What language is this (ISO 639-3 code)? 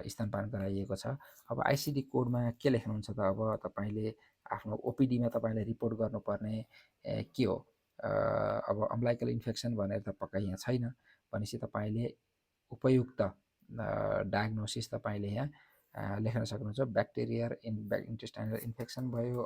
nep